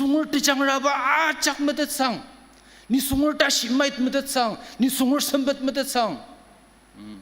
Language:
Ao Naga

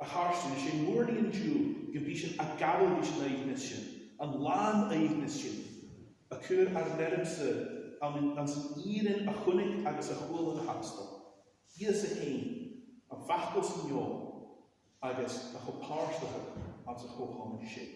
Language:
Scottish Gaelic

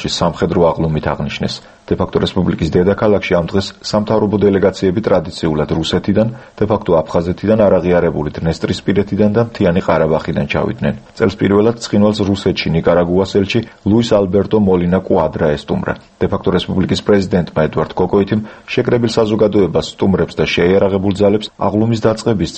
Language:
Georgian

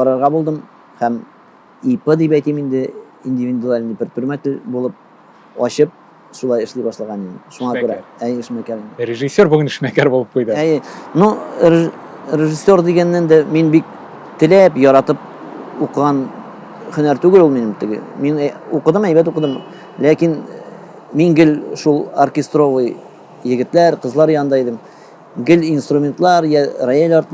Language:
Tatar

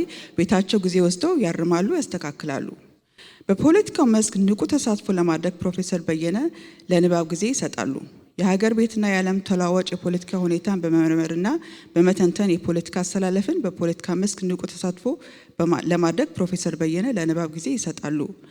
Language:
Amharic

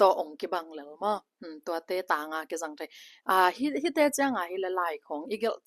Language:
Tedim Chin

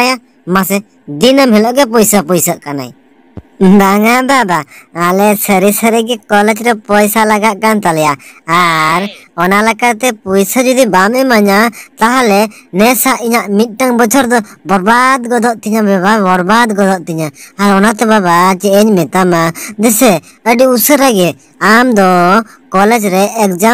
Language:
Santali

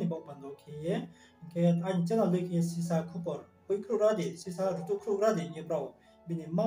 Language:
Riang (India)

